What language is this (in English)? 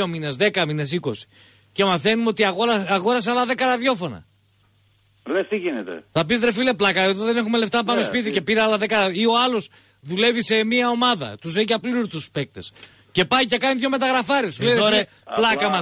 Greek